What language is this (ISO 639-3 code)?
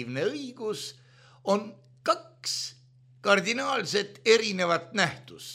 est